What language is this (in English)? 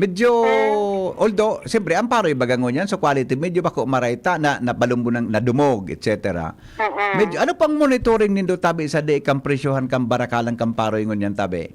Bikol